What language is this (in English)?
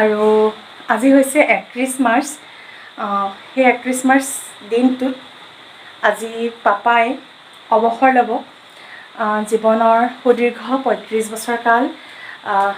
Assamese